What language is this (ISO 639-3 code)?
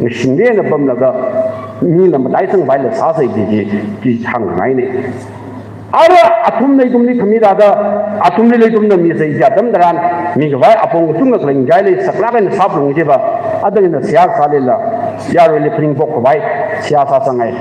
nmf